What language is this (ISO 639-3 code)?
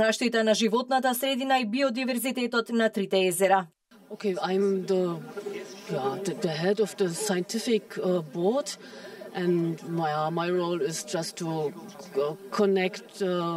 mkd